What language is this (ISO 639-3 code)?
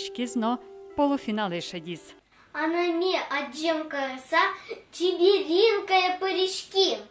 udm